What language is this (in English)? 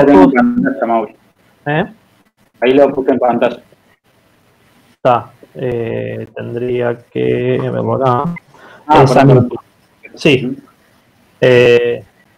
Spanish